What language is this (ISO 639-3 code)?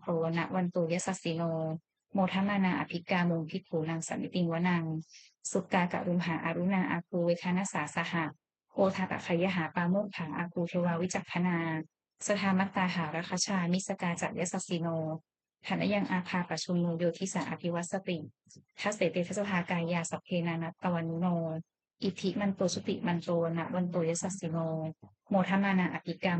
pli